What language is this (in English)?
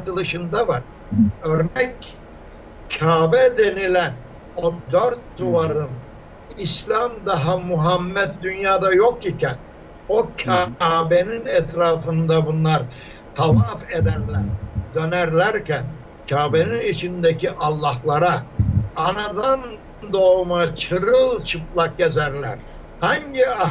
Turkish